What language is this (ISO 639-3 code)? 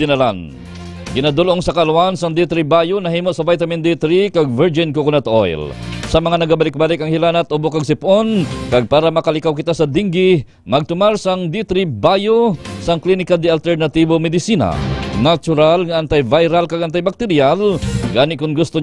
hil